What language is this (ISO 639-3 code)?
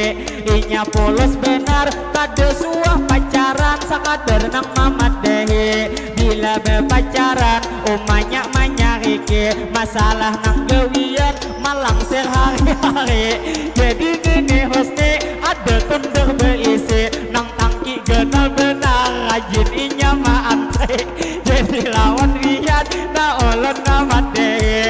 bjn